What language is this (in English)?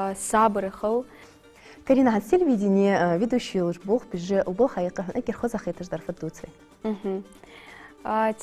Ingush